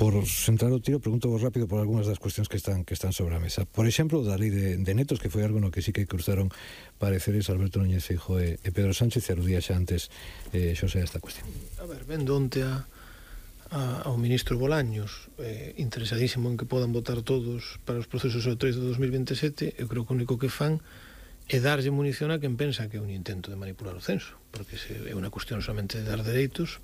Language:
Galician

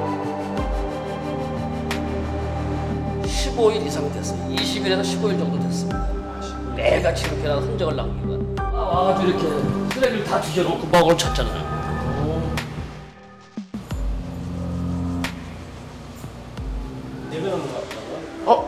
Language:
Korean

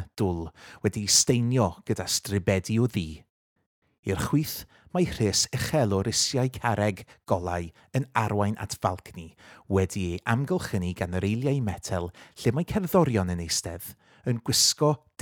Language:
Welsh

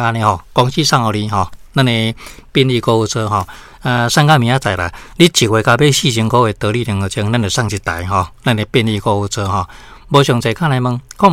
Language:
Min Nan Chinese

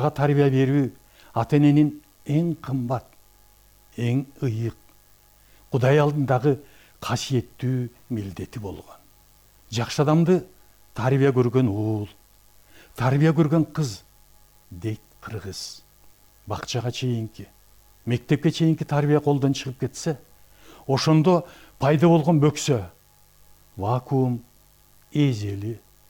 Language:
Kyrgyz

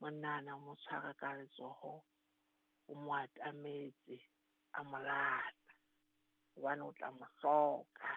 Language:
Southern Sotho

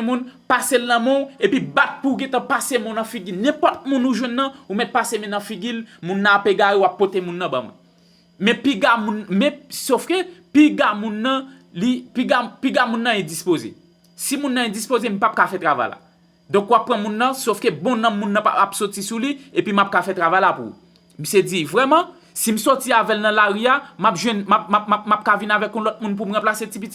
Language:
Haitian Creole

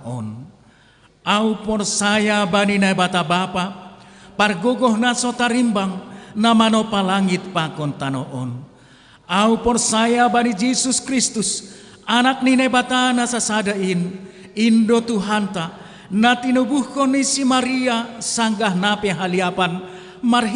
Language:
Batak Simalungun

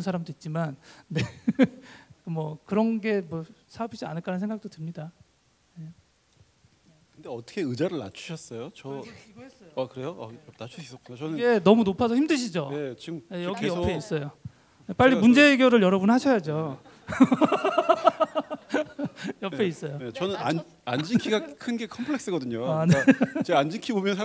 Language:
Korean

